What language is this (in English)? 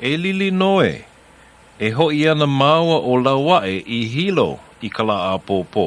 Hawaiian